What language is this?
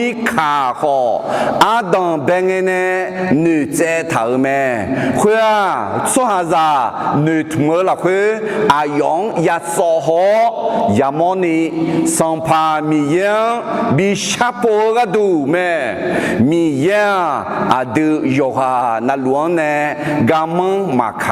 Akha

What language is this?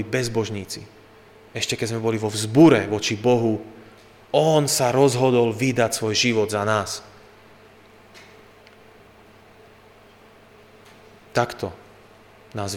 Slovak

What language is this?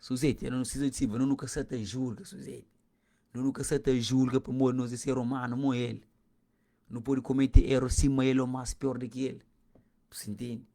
Kabuverdianu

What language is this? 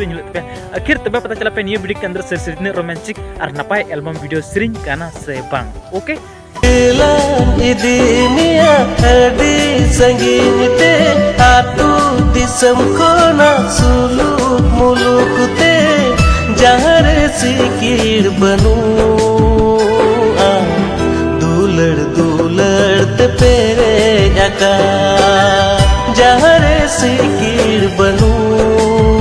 Santali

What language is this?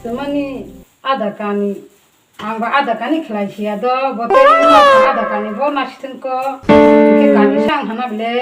Kok Borok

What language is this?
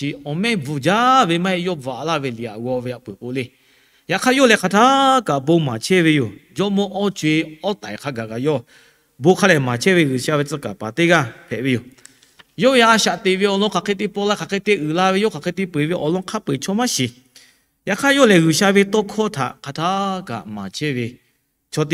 Lahu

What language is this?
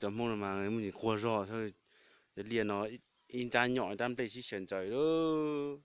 Hmong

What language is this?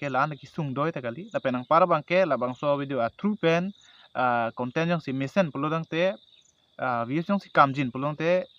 Karbi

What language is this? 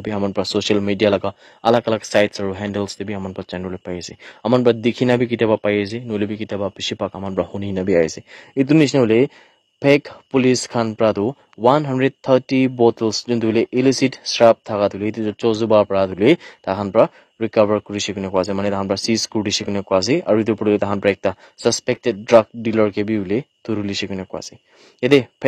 Naga Pidgin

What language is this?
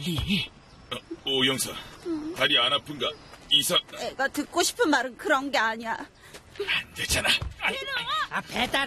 Korean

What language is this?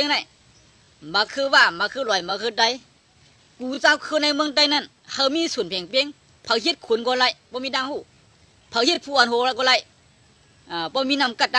Shan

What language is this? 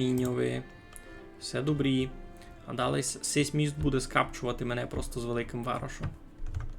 Rusyn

